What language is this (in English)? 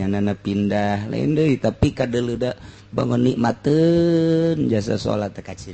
Sundanese